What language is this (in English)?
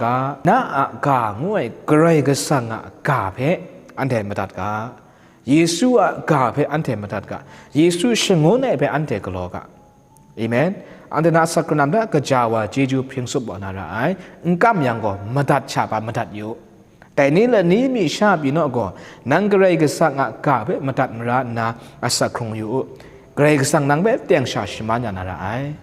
Kachin